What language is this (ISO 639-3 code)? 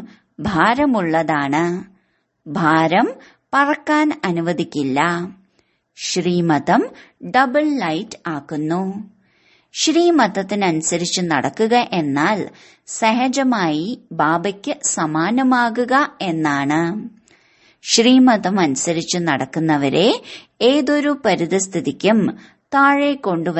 mal